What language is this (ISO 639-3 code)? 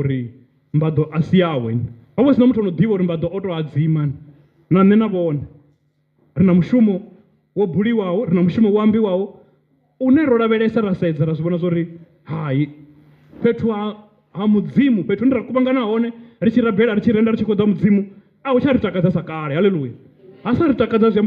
ven